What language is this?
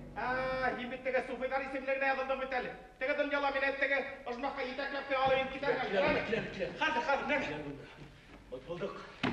Bashkir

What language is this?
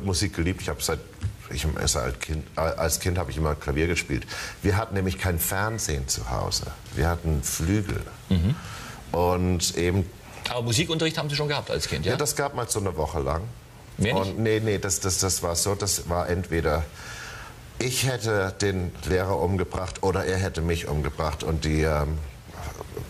German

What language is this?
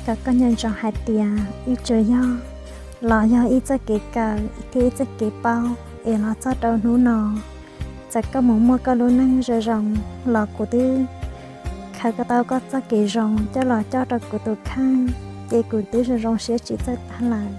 Hmong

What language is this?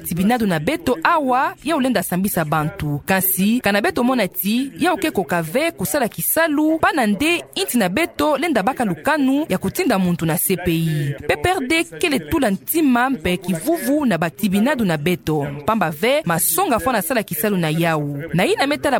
Kituba (Democratic Republic of Congo)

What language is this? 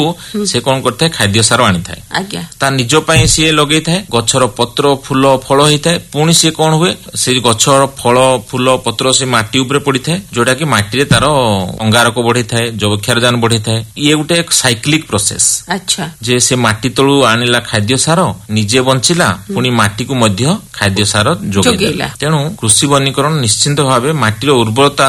Odia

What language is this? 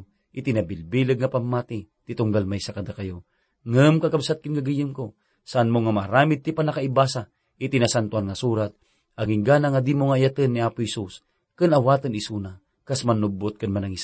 Iloko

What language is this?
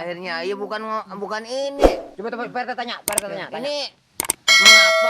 Betawi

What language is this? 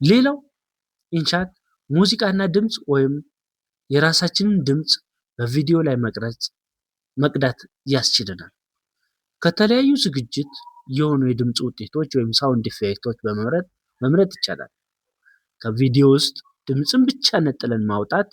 Amharic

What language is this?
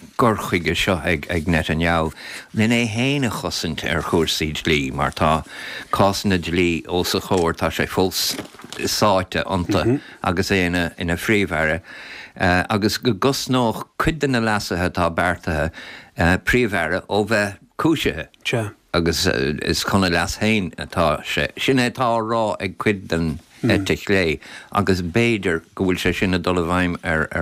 Irish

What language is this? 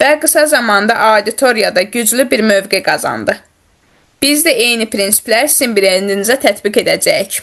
Azerbaijani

